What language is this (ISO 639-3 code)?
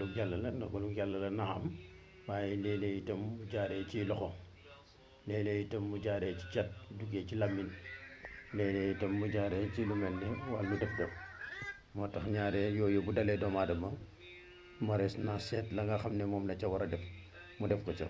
wol